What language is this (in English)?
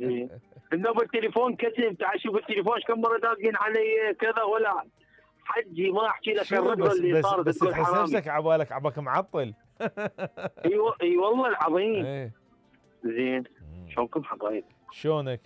Mesopotamian Arabic